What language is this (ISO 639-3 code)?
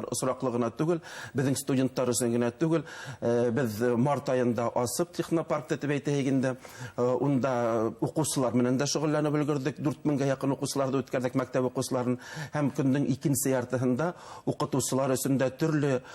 bak